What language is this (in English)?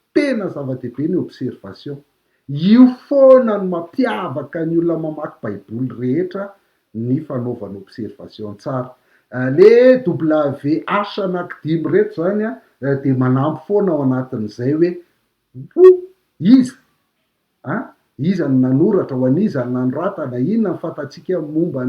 Malagasy